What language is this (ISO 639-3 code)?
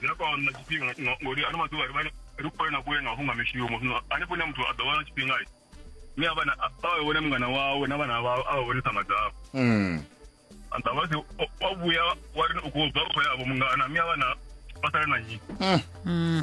ven